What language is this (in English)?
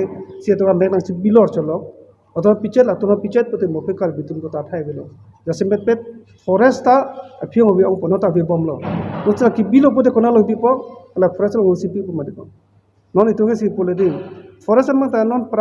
Karbi